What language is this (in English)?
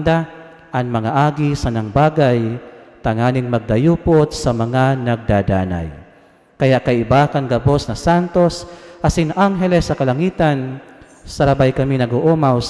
Bikol